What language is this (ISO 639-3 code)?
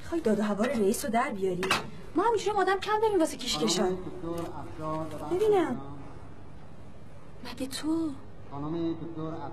fas